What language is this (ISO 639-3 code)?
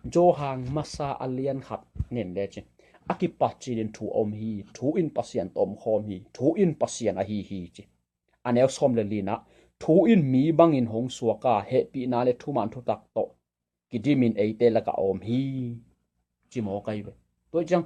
ctd